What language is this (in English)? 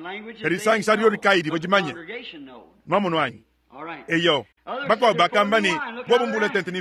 Luba-Lulua